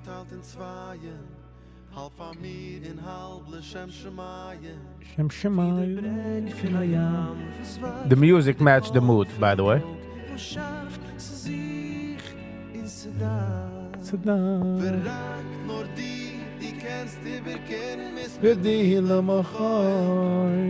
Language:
Yiddish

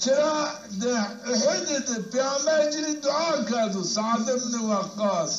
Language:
Zaza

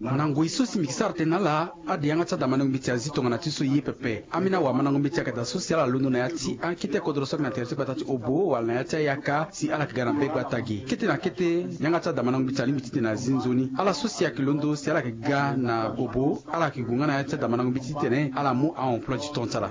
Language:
Sango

